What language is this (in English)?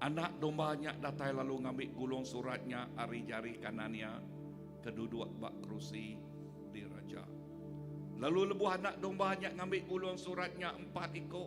Iban